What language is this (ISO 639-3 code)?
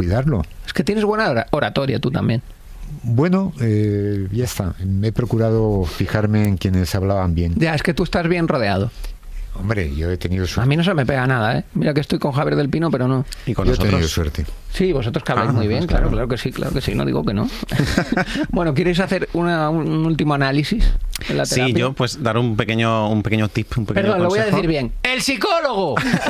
spa